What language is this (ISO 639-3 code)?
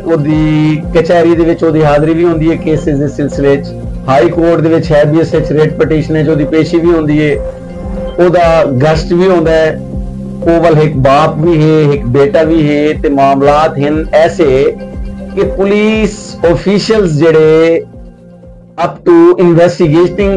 skr